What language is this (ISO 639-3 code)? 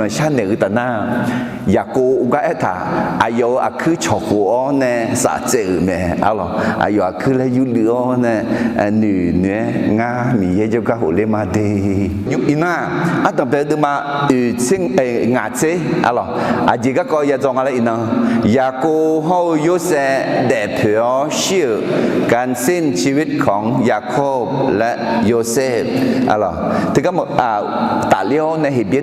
ahk